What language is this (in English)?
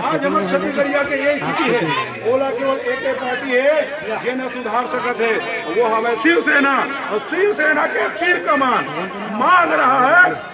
Chhattisgarhi